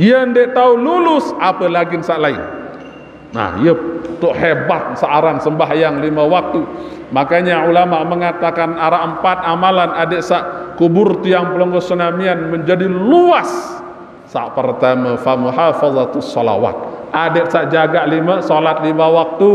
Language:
Sasak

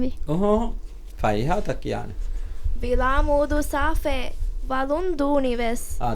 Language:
Divehi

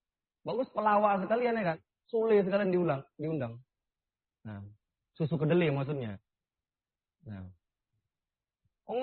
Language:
Indonesian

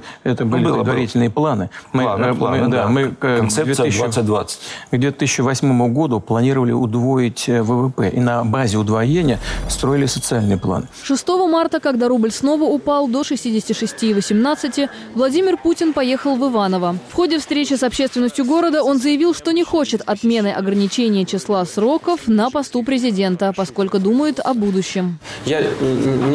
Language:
Russian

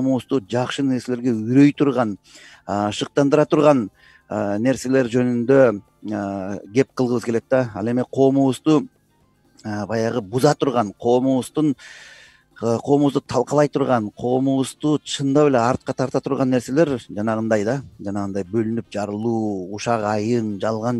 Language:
Kyrgyz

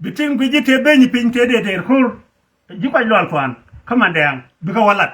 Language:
Nuer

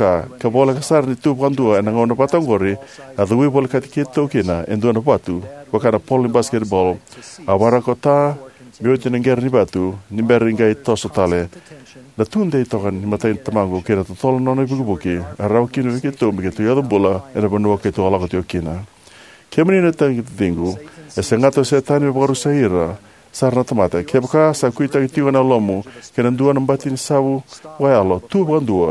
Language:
Fijian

